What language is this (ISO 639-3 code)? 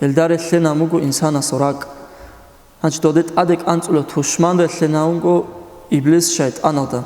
ava